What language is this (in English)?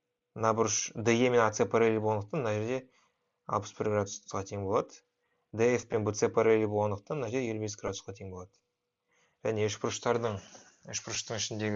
Kazakh